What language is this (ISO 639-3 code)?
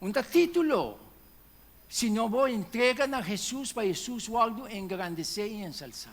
pap